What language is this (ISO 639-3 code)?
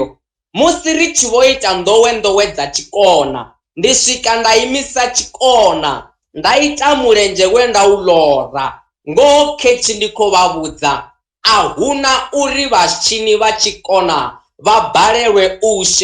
ven